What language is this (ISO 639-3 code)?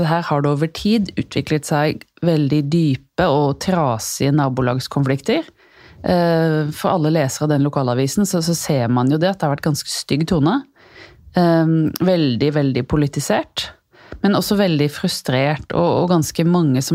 nor